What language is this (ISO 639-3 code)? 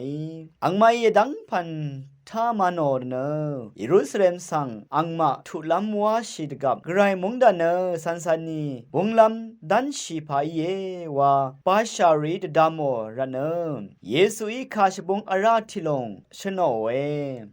raw